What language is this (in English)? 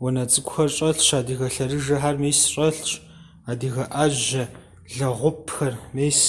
Kabardian